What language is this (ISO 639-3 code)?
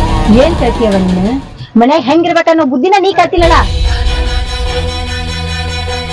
kan